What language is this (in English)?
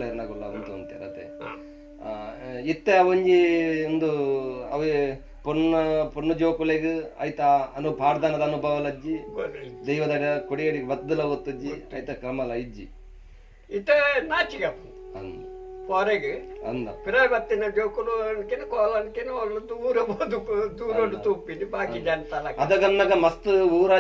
Tulu